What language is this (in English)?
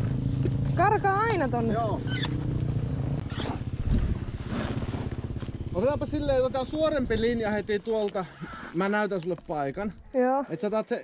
Finnish